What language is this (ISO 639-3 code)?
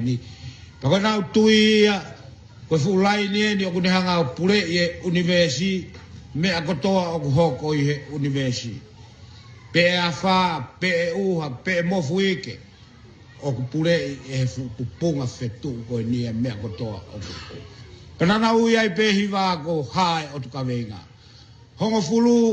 ton